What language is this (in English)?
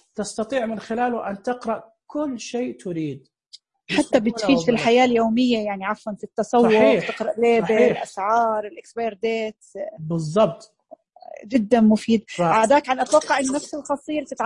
Najdi Arabic